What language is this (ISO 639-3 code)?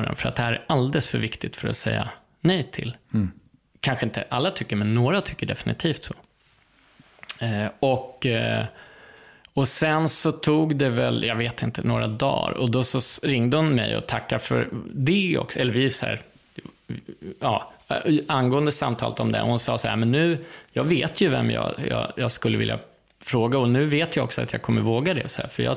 swe